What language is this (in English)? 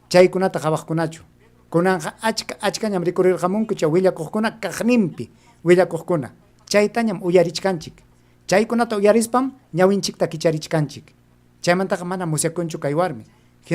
Ayacucho Quechua